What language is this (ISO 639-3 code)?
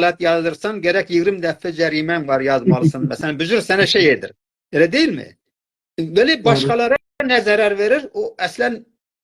azb